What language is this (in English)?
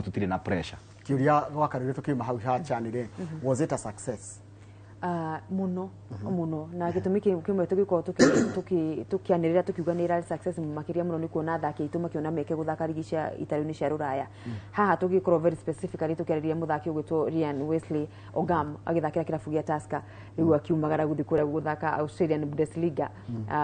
Kikuyu